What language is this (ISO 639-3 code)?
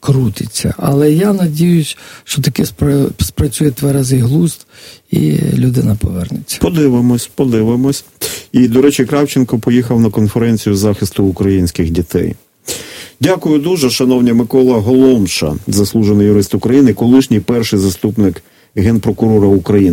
ukr